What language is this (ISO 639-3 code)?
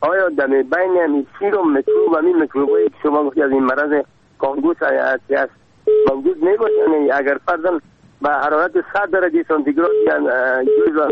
fas